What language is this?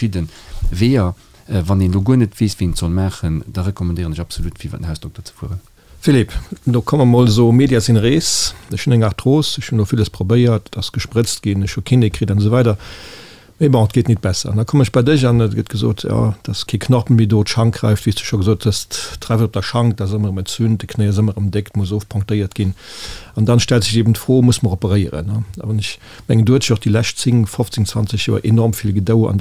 Luxembourgish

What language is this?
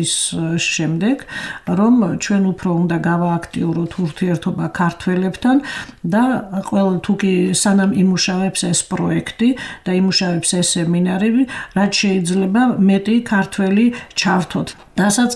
Georgian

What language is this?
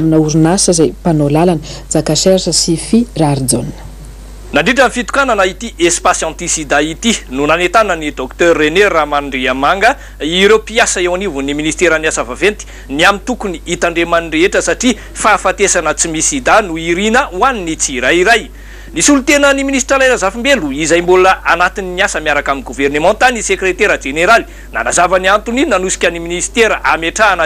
Malagasy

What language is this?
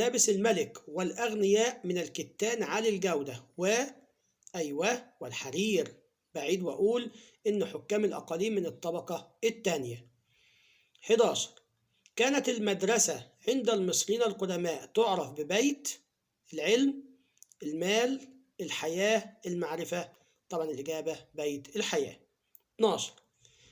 Egyptian Arabic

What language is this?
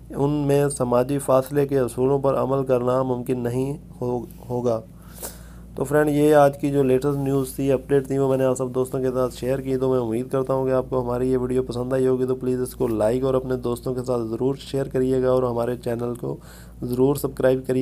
Urdu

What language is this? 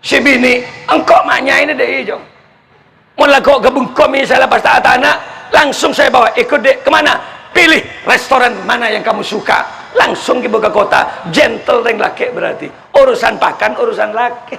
Madurese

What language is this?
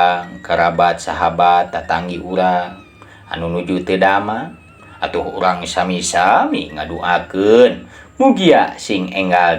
Sundanese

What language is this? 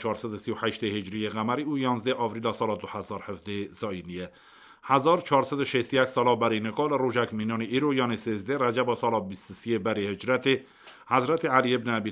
Kurdish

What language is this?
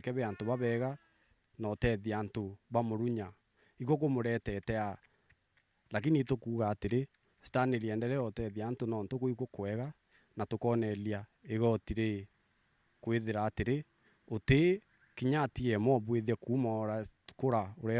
Meru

